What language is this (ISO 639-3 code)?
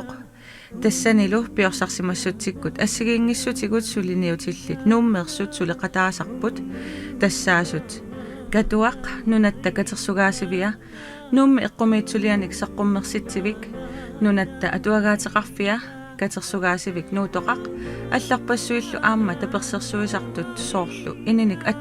kal